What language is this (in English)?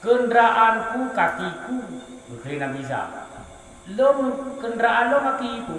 Achinese